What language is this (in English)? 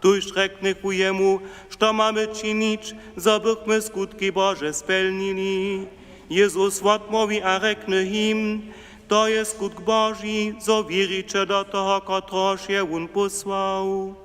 Upper Sorbian